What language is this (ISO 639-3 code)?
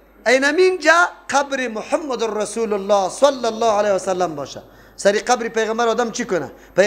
fas